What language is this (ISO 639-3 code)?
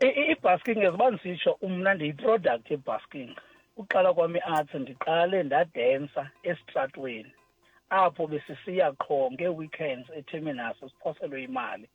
xho